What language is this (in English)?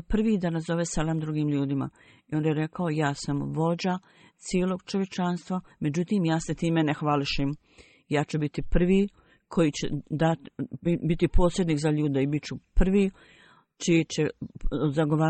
Bosnian